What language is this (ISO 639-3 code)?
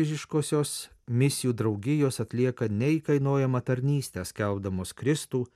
lit